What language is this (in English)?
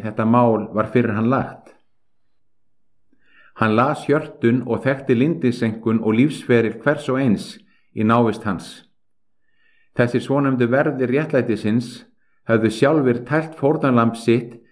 Icelandic